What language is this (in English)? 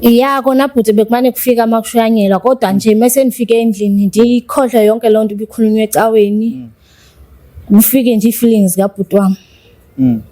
Zulu